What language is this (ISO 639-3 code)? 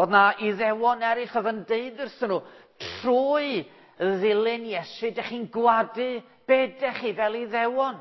cym